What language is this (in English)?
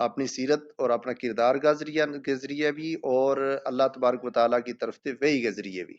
Gujari